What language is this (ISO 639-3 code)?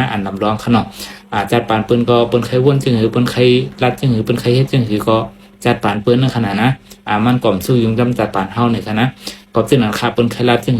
shn